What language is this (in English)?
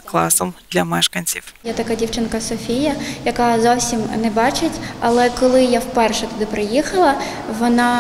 Ukrainian